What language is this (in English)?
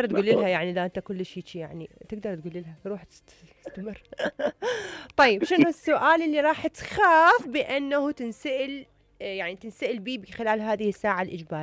Mesopotamian Arabic